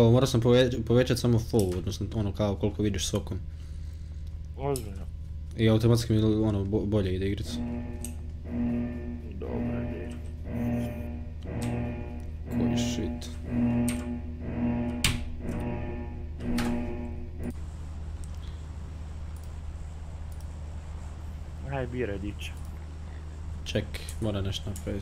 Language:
Croatian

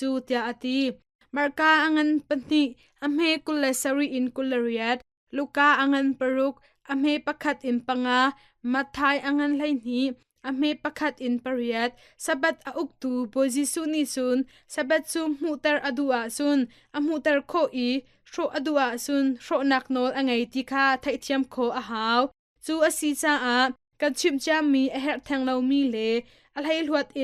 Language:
Hakha Chin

